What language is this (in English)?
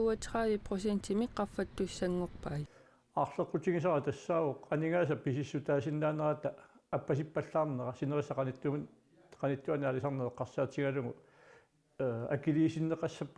Kalaallisut